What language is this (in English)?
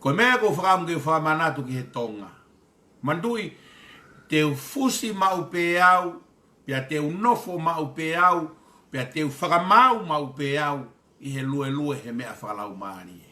Tongan